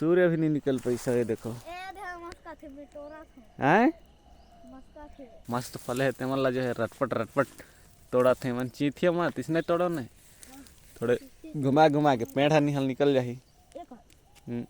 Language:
Chhattisgarhi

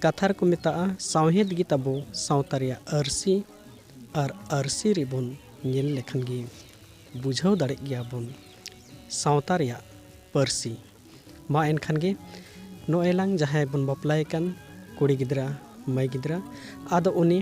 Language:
Santali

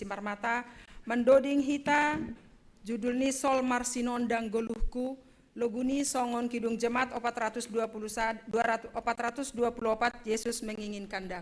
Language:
Batak Simalungun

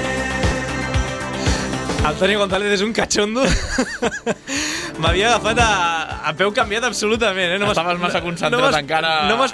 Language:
Catalan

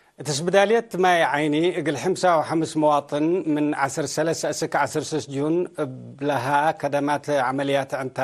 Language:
Tigre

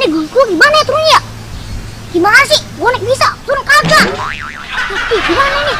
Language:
Betawi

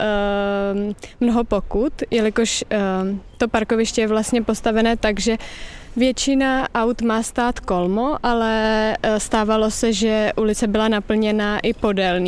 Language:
Czech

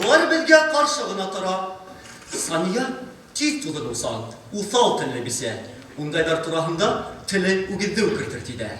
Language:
Bashkir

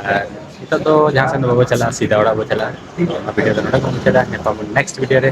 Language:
Santali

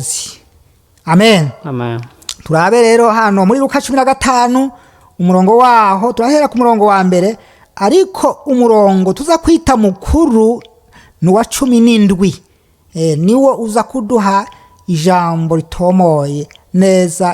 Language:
Rundi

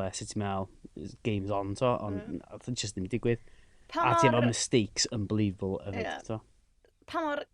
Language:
Welsh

